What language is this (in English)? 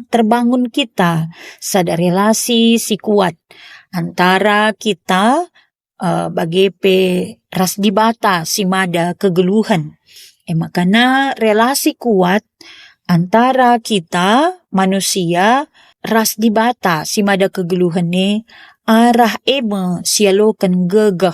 Batak Karo